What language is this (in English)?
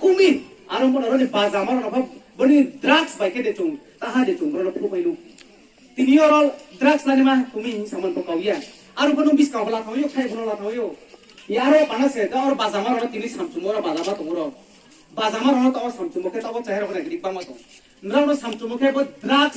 Riang (India)